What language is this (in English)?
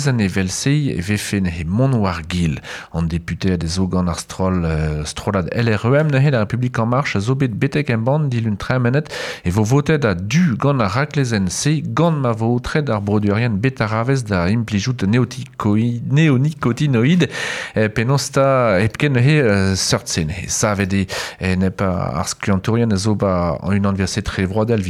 Breton